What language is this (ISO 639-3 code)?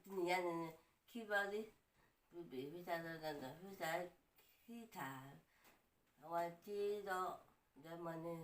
ksw